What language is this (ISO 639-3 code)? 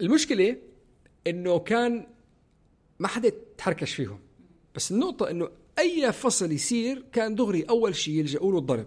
apc